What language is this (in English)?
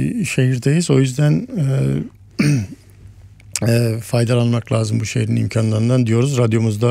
Turkish